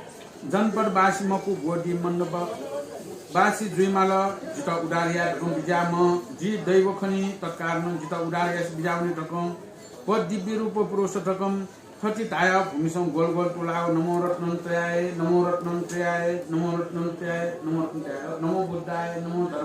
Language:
Newari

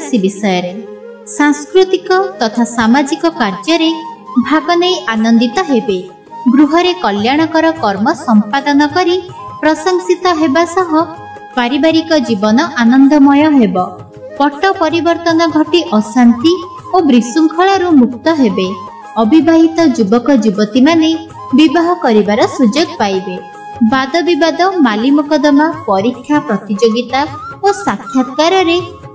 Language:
Odia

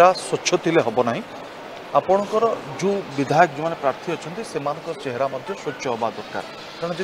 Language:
Odia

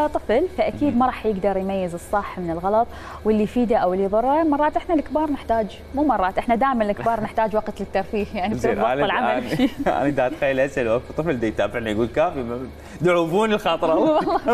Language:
Mesopotamian Arabic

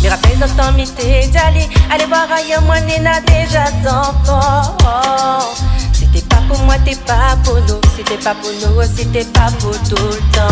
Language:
Réunion Creole French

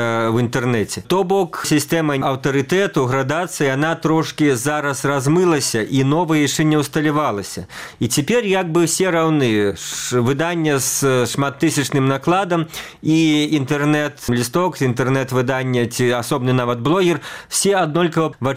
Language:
Belarusian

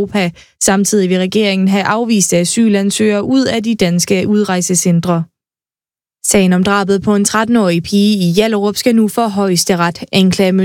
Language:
Danish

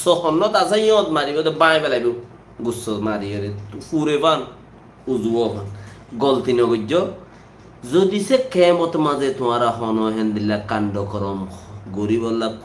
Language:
Rohingya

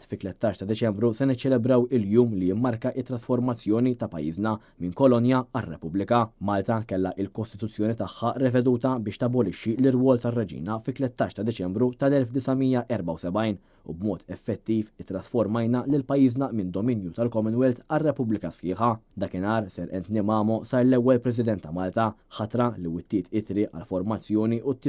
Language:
Maltese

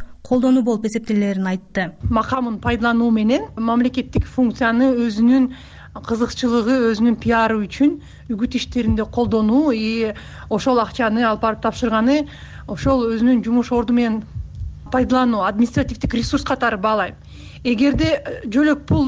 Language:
Kyrgyz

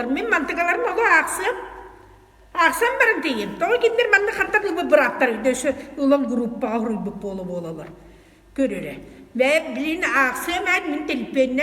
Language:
Yakut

